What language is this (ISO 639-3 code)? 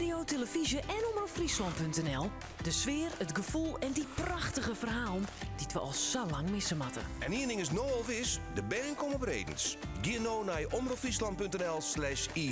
fry